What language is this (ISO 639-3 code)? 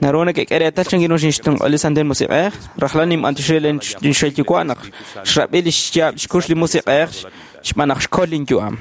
kek